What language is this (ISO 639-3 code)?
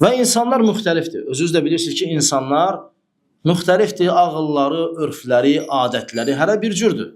aze